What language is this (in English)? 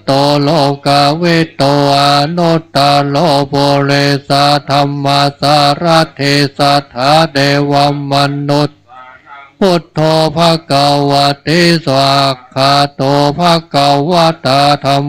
Pali